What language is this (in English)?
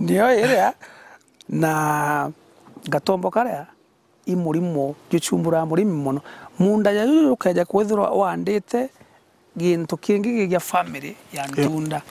Meru